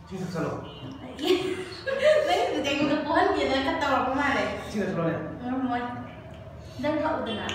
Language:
Manipuri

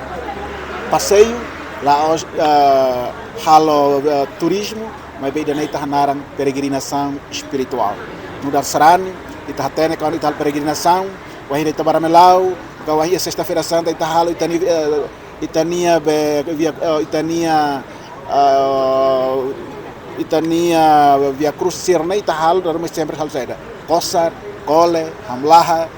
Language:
Tetum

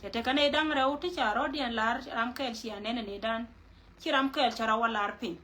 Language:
Nuer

